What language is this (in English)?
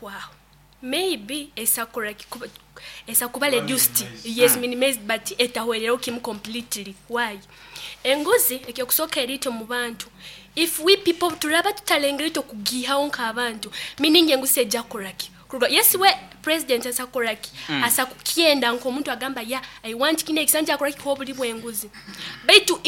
Nyoro